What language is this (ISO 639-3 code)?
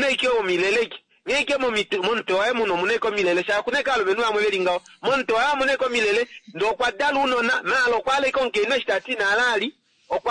kua